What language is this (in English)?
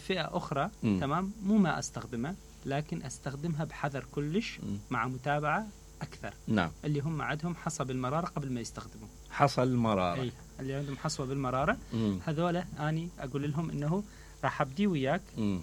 Mesopotamian Arabic